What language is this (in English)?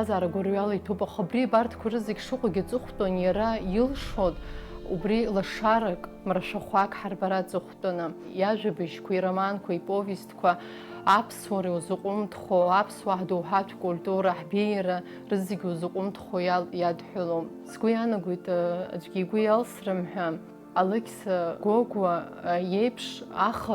Abkhazian